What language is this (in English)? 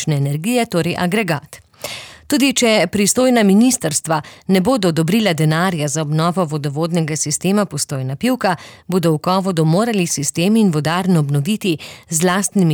Slovenian